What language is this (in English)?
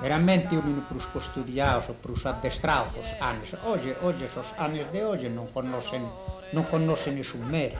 Sardinian